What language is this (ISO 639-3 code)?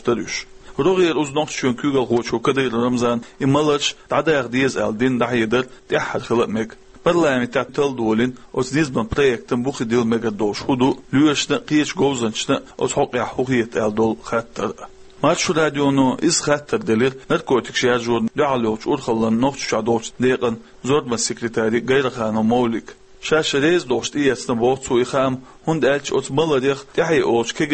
che